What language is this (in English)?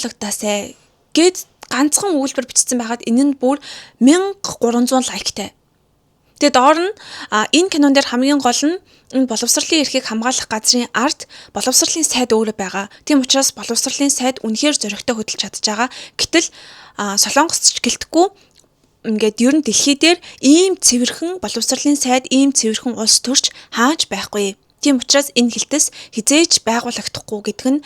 Mongolian